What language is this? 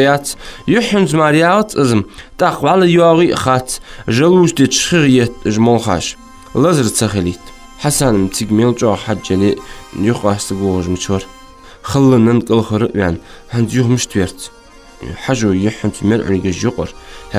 Ingush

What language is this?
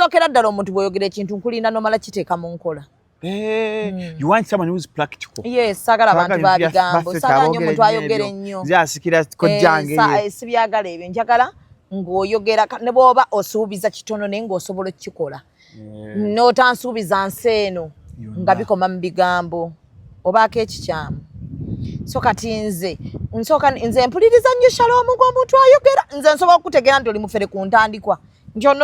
Ganda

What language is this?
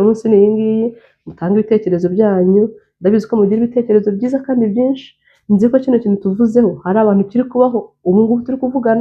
Kinyarwanda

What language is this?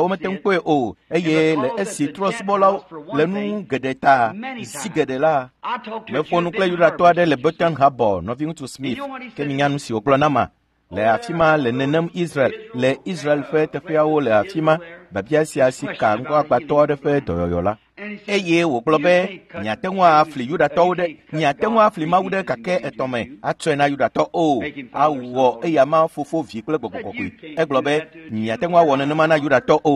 Ewe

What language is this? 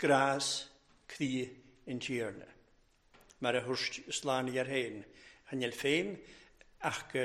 Welsh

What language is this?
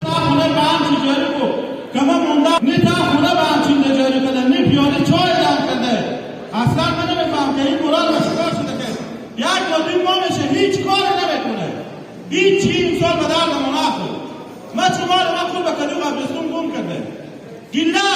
Hazaragi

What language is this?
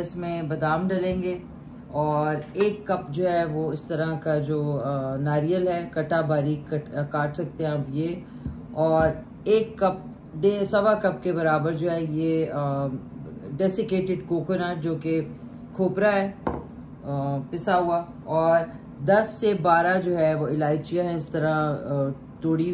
Hindi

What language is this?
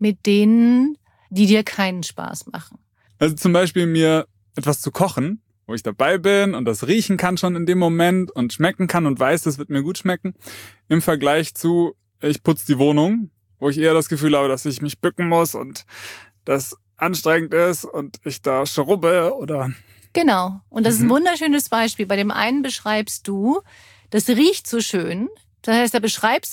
German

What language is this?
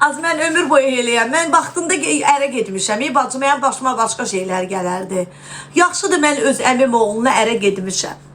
Azerbaijani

